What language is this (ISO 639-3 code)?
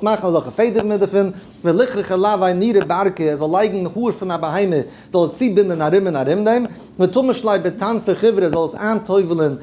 yid